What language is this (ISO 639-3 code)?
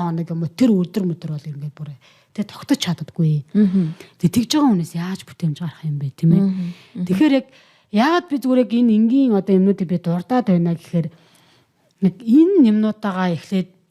mon